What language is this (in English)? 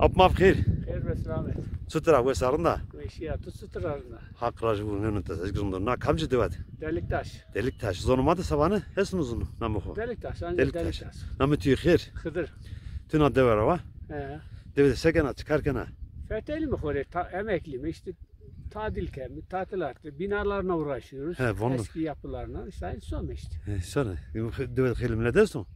Zaza